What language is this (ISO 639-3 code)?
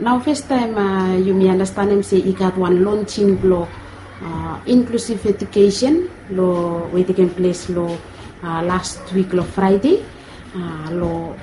bis